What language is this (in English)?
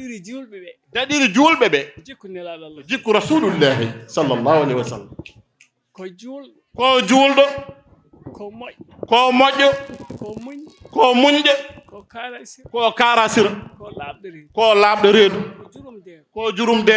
Fula